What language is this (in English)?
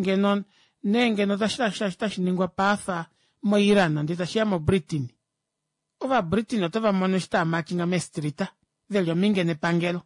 Kuanyama